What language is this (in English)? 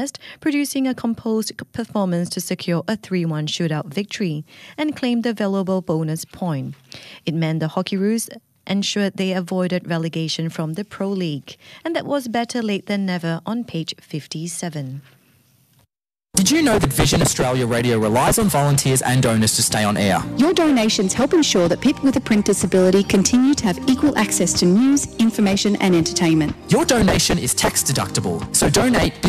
English